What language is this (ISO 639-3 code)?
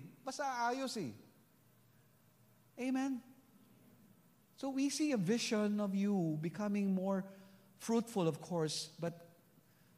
fil